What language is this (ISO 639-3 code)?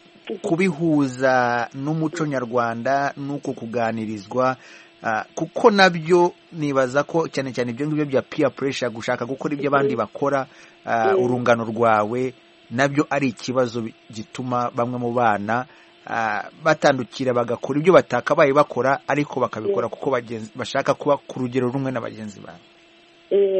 kin